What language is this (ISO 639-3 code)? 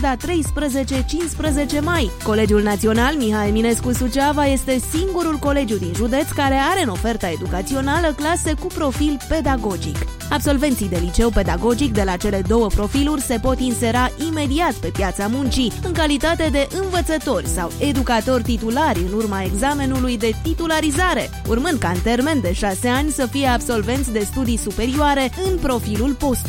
ron